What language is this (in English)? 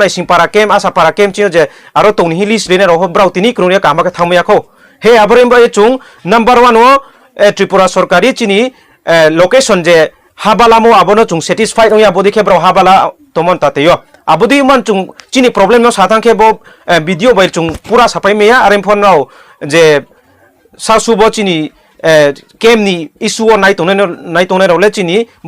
Riang (India)